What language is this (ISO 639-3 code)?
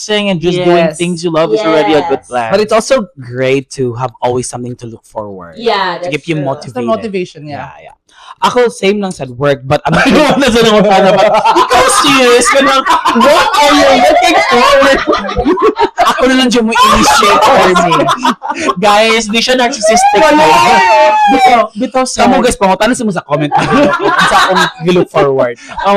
ceb